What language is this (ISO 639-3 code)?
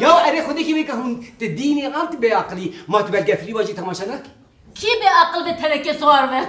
kur